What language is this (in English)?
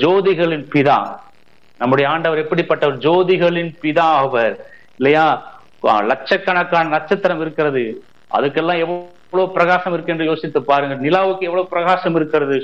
Tamil